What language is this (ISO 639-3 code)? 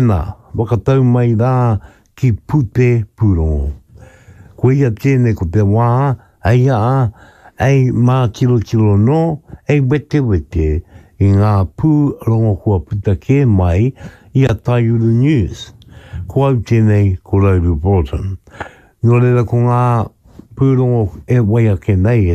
mri